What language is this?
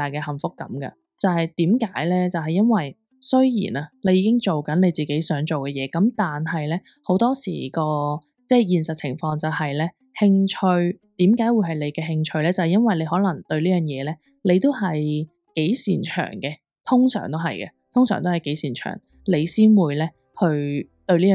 Cantonese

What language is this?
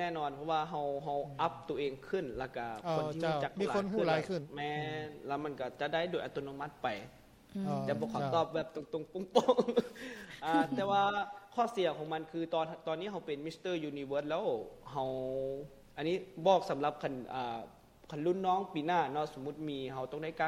Lao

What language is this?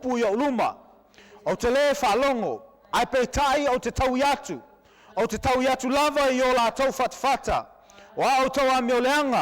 Samoan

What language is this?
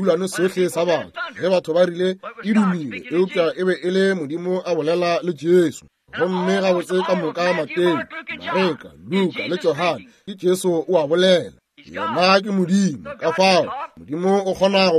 Northern Sotho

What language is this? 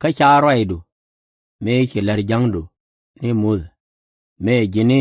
Nuer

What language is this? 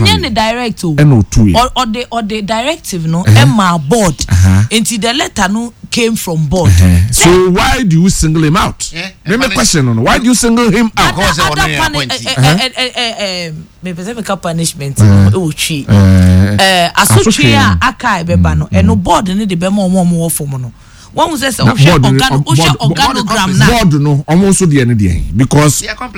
Akan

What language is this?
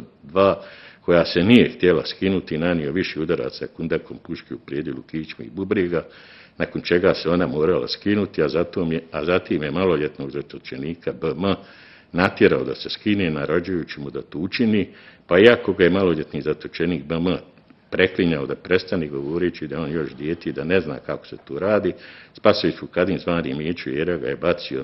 Bosnian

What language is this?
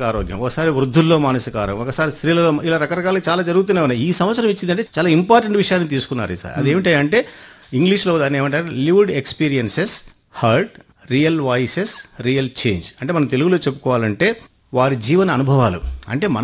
Telugu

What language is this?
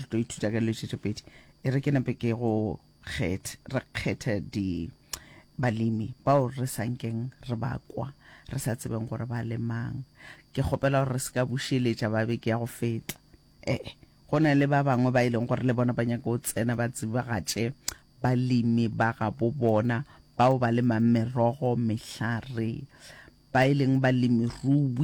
Northern Sotho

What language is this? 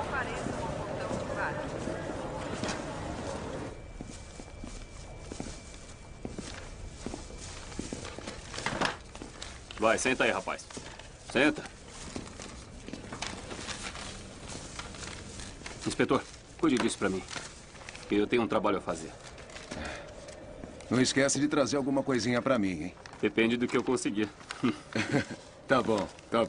Portuguese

